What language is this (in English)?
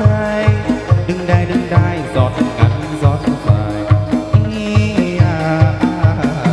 Vietnamese